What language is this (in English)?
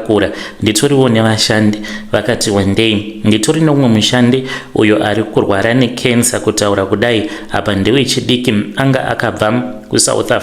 Shona